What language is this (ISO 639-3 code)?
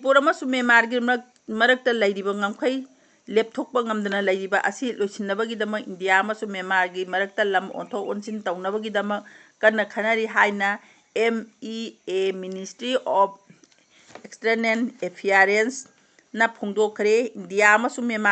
mni